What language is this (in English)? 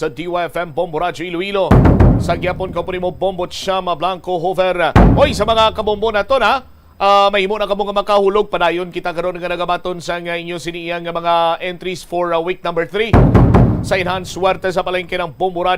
Hiligaynon